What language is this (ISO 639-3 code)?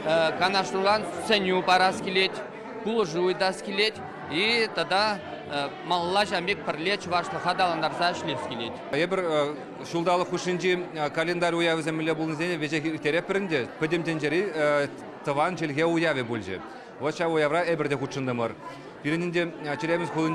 chv